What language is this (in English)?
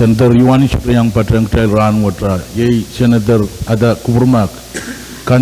Pohnpeian